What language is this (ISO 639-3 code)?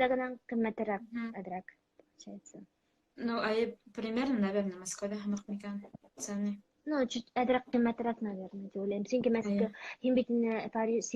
bak